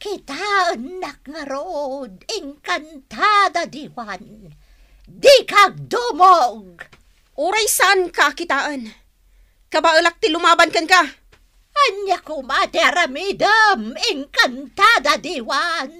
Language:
Iloko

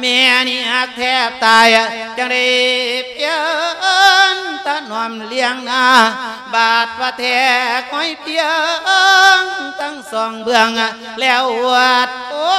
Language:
Lao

